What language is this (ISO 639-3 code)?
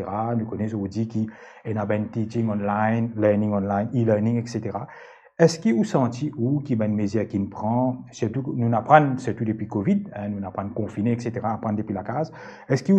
mfe